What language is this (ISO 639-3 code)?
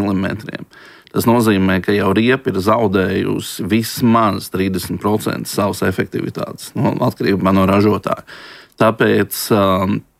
lav